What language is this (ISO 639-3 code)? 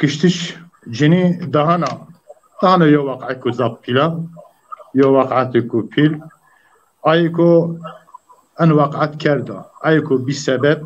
zza